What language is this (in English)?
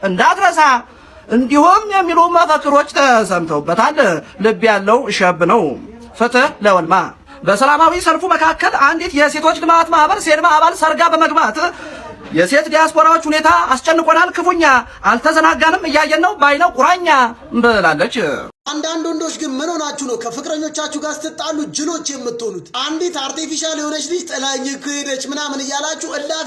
Amharic